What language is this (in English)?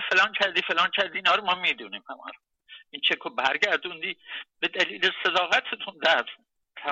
Persian